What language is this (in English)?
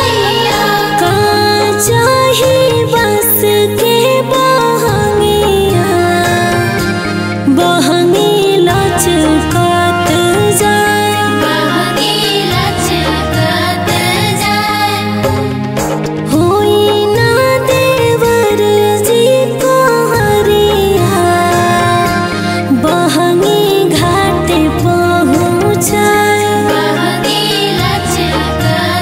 Bhojpuri